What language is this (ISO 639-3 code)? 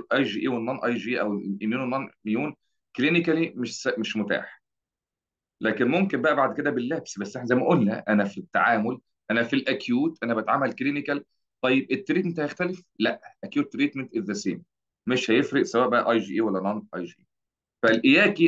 arz